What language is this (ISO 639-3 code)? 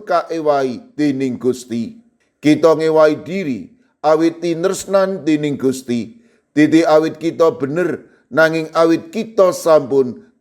jav